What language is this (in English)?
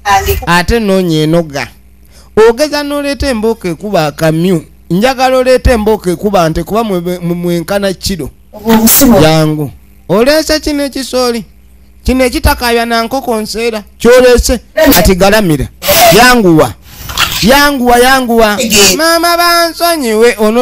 Ganda